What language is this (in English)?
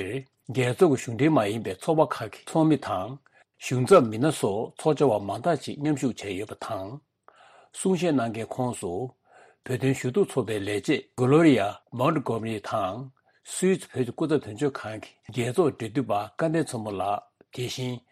Tibetan